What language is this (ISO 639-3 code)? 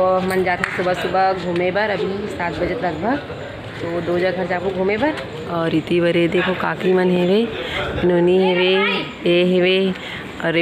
hne